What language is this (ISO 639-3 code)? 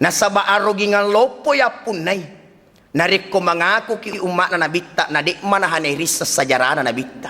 bug